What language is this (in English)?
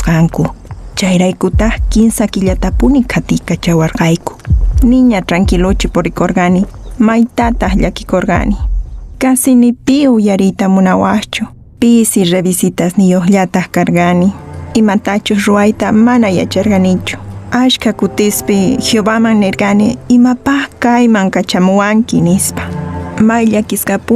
Quechua